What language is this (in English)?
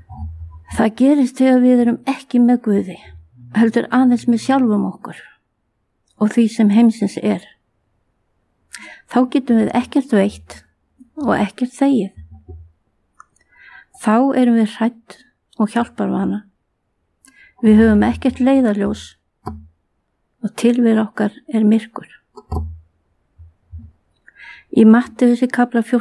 Icelandic